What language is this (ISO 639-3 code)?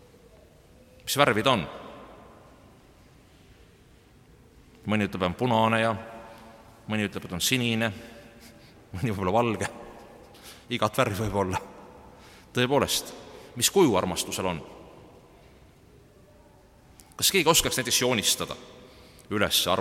est